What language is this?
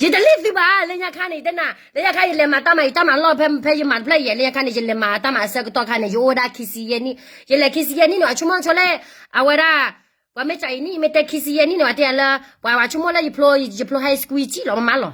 S'gaw Karen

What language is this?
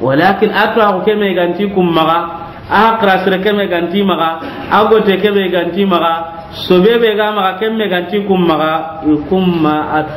Soninke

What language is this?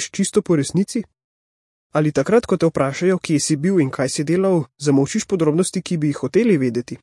Slovenian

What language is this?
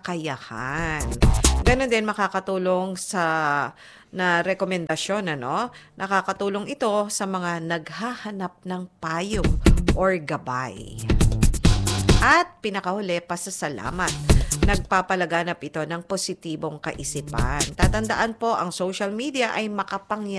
Filipino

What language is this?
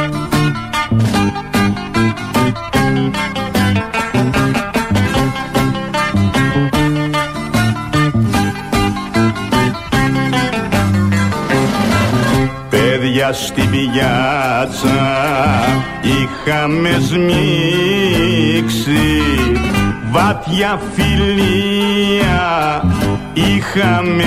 Greek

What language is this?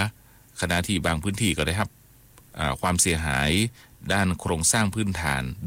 Thai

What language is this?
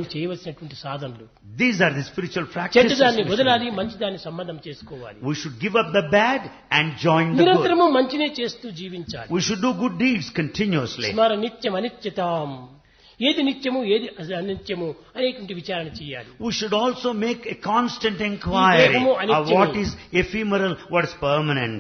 Telugu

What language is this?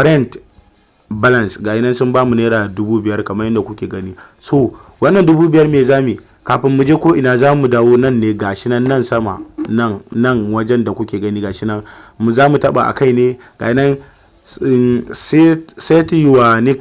Hausa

